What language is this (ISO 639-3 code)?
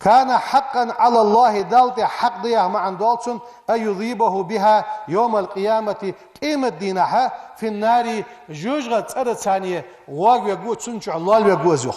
inh